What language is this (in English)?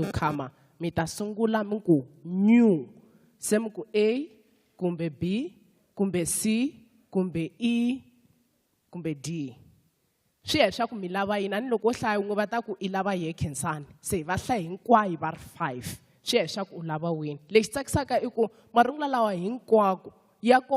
Tsonga